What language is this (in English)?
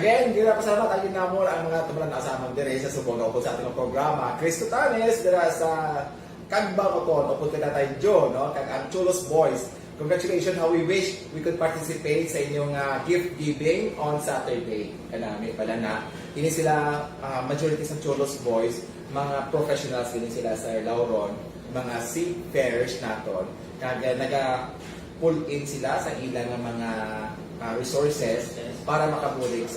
Hiligaynon